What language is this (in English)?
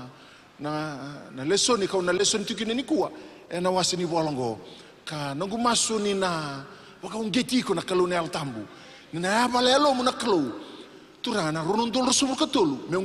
Fijian